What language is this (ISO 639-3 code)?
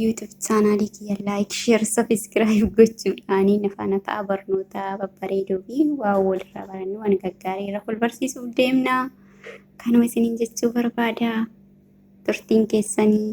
orm